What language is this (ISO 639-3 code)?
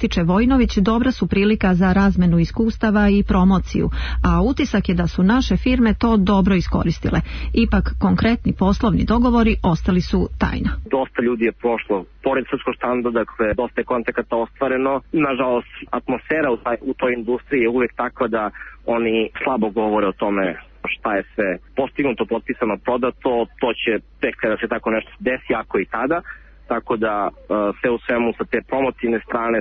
srp